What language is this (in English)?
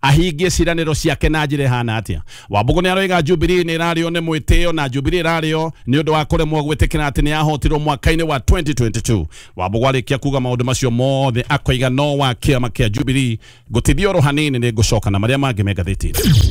Kikuyu